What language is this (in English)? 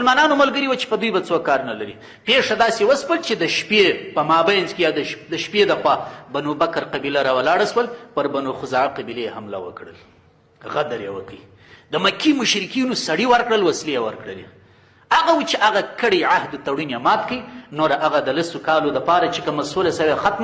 Pashto